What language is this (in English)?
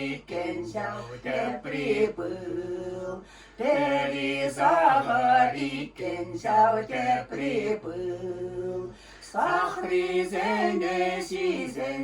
Chuvash